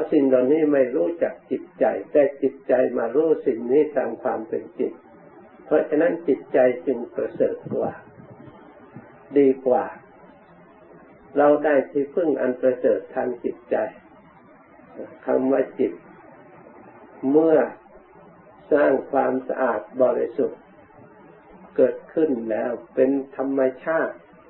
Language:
Thai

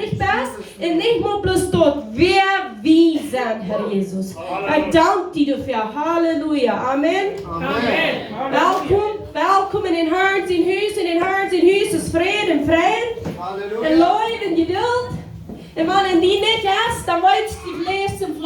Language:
Plautdietsch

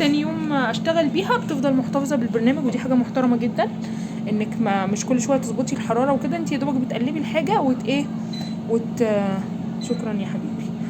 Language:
Egyptian Arabic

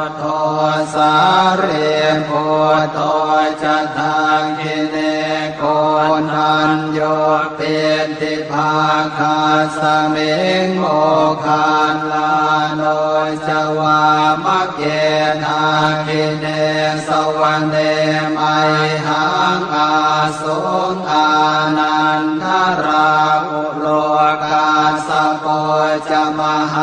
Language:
Pali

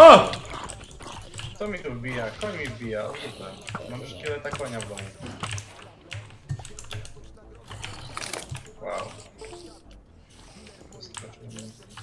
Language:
Polish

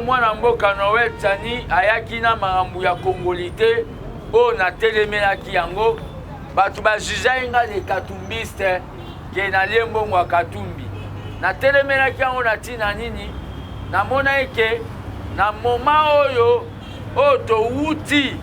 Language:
Lingala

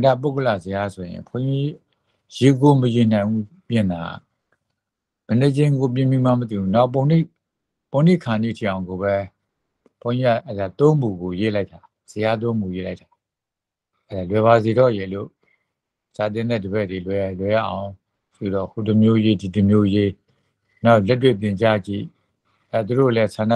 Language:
Burmese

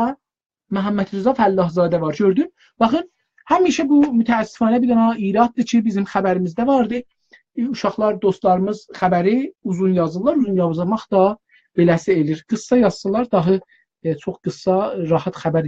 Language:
South Azerbaijani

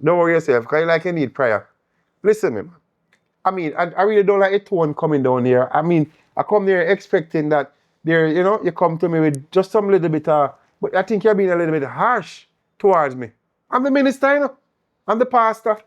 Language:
Jamaican Creole English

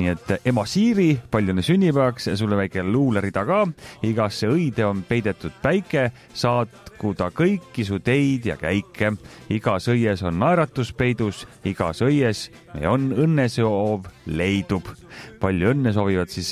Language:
Estonian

